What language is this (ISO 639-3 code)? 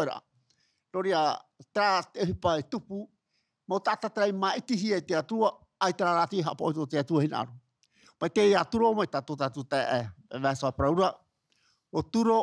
tah